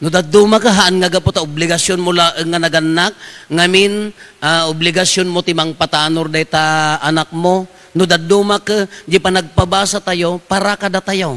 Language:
Iloko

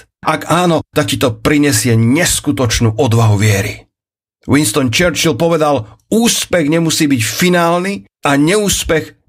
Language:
Slovak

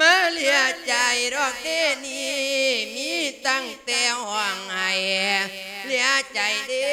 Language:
Lao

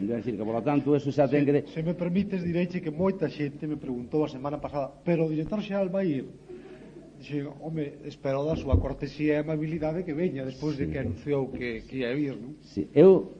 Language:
Galician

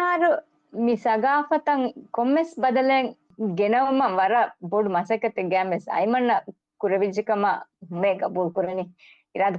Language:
Divehi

